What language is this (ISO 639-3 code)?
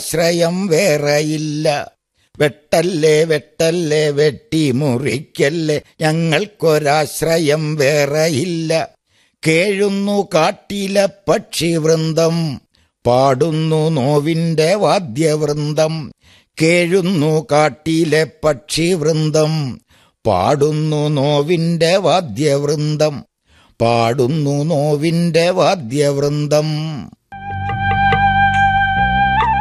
mal